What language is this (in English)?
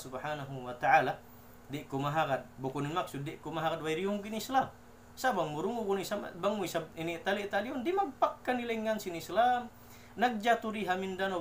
Tausug